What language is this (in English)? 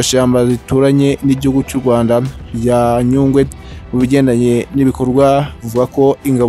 Kinyarwanda